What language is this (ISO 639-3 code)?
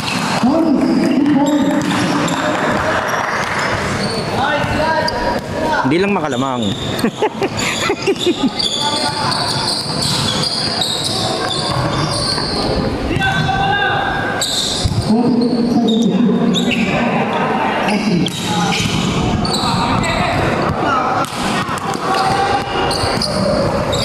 fil